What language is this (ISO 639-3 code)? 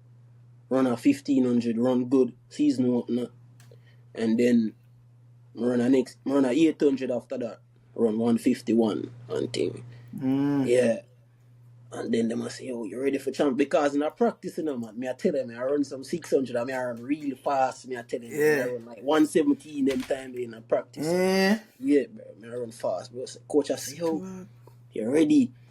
jam